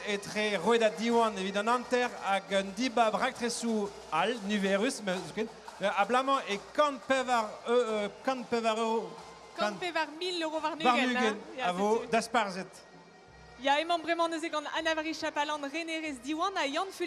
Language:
Breton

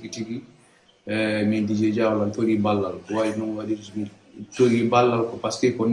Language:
Fula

